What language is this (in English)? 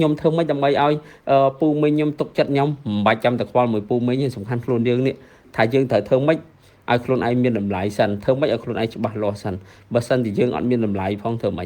Khmer